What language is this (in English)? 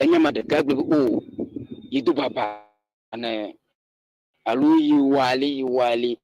Ewe